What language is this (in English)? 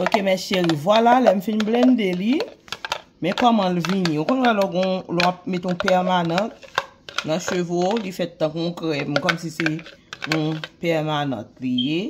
Haitian Creole